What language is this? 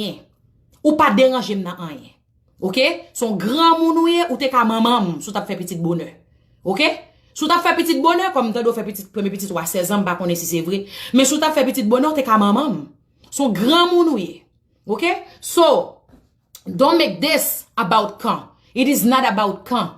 Haitian Creole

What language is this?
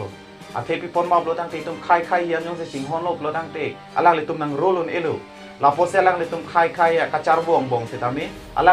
Karbi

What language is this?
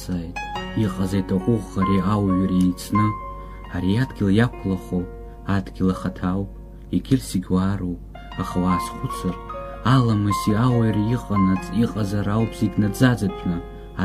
Abkhazian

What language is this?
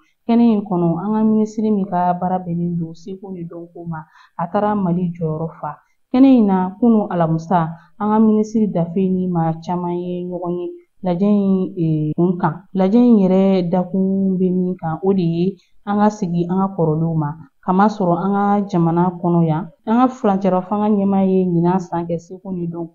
Bambara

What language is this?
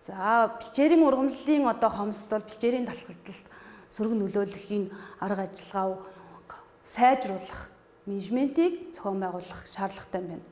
Mongolian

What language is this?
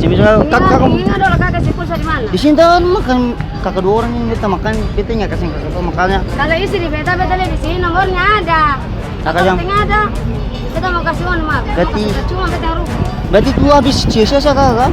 Ambonese Malay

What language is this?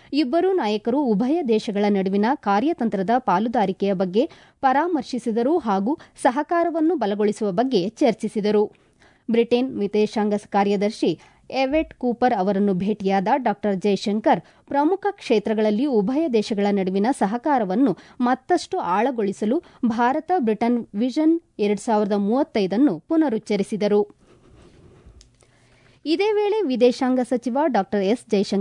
Kannada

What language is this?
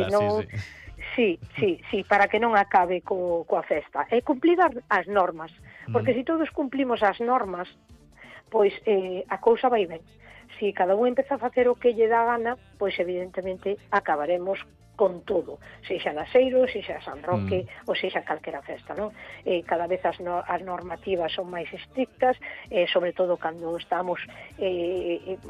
Galician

